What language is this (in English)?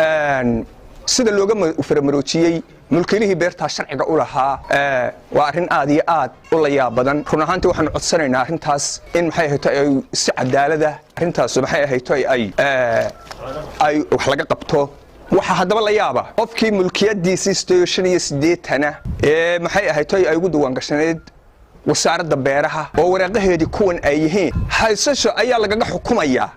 Somali